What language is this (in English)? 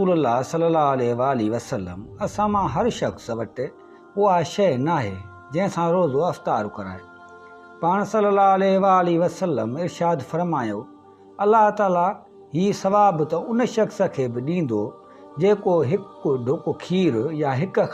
Sindhi